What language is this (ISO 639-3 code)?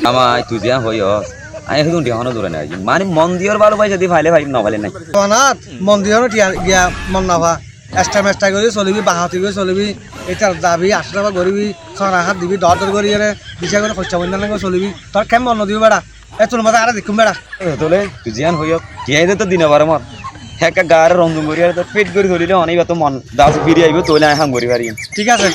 rhg